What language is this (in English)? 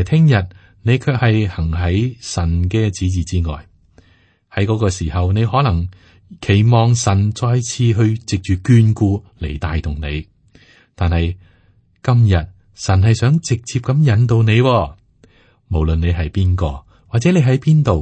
Cantonese